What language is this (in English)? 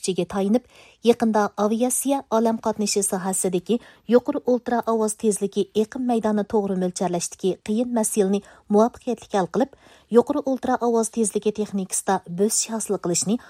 Uyghur